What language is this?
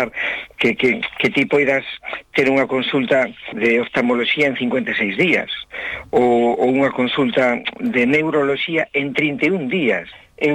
Galician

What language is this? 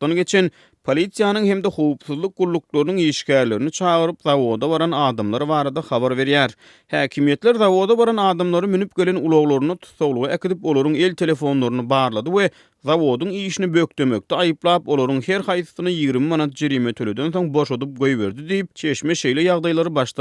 Turkmen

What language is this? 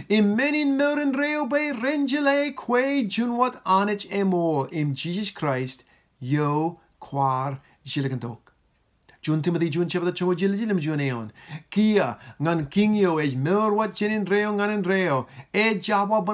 Marshallese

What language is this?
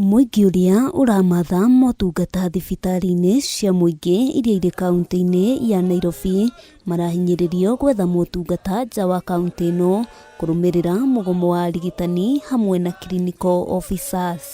Kikuyu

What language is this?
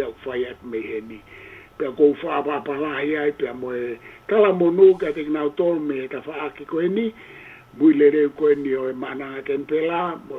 Tongan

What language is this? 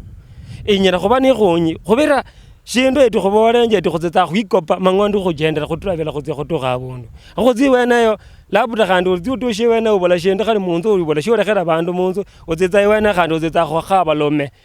Luyia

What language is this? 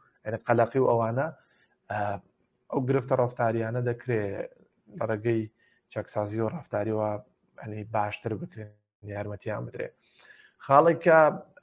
Central Kurdish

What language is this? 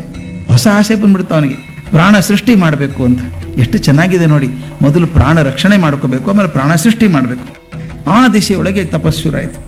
Kannada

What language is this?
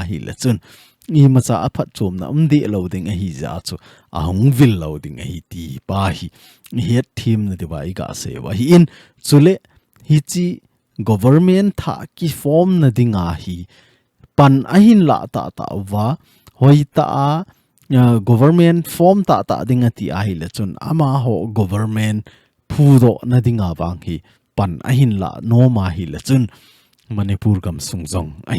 Thado Chin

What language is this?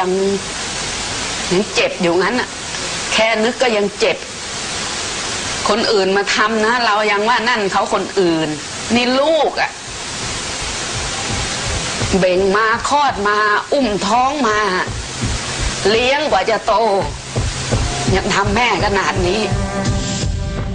Thai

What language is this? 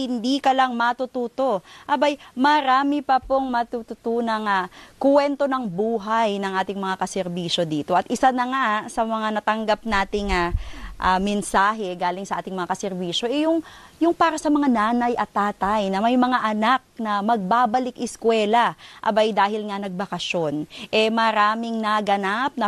Filipino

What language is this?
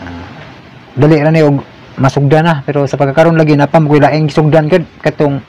Cebuano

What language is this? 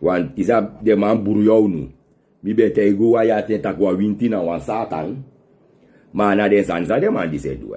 Sranan Tongo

